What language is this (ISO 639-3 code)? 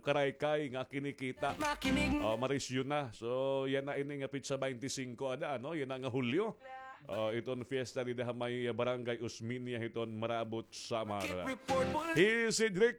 war